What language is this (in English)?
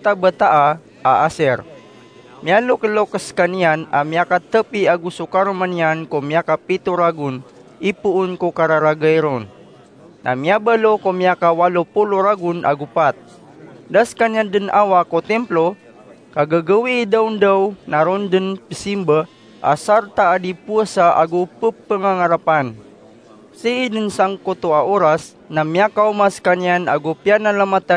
Maranao